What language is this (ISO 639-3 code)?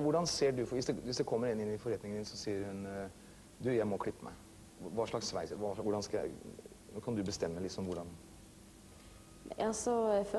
nor